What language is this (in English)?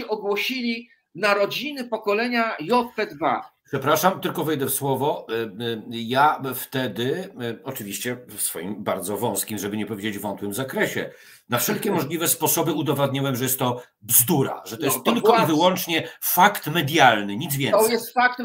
Polish